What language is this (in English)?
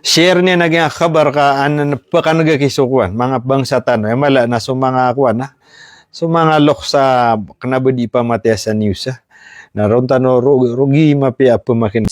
Maranao